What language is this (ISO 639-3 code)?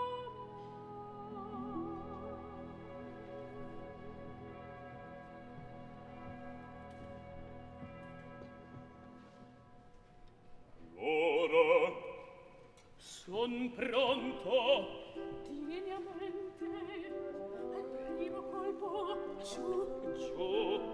ita